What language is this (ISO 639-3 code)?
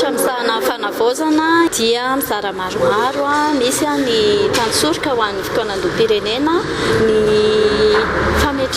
mlg